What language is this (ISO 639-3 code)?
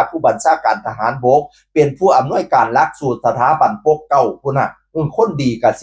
tts